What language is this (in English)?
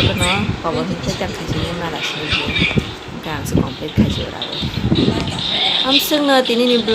Kok Borok